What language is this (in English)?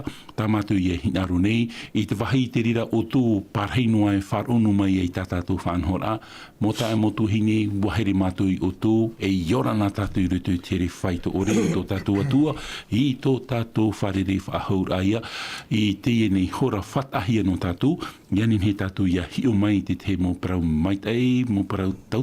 Tahitian